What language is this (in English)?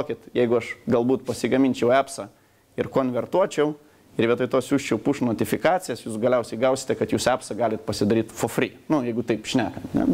Lithuanian